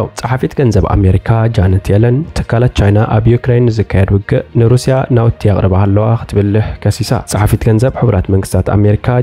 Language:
Tigrinya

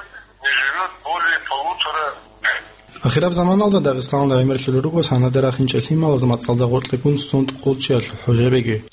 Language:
Avaric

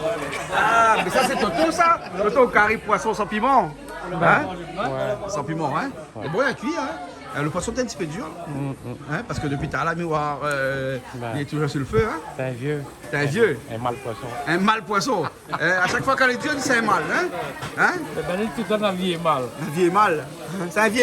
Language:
Réunion Creole French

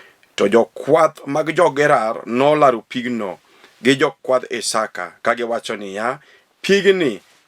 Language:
Luo (Kenya and Tanzania)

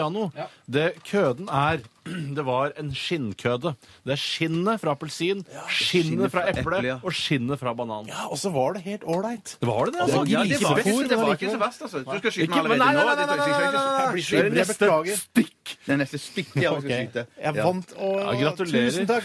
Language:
Norwegian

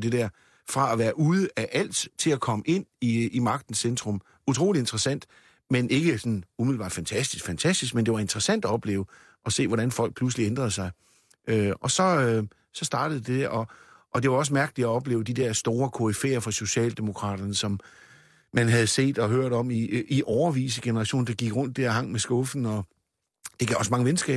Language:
Danish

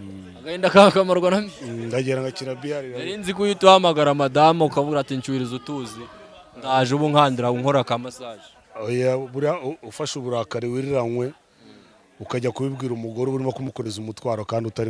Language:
Kinyarwanda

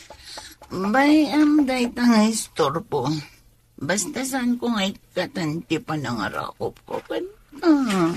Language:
Iloko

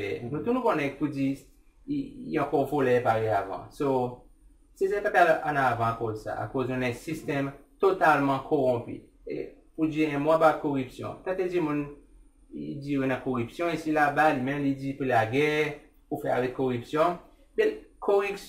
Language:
Seselwa Creole French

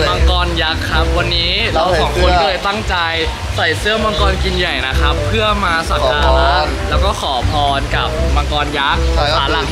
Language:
Thai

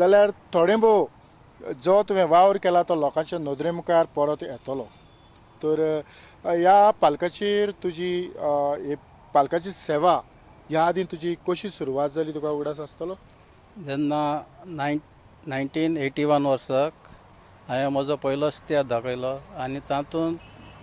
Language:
Konkani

